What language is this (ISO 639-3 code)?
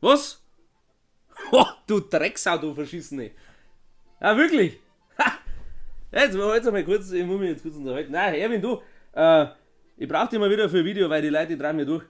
bar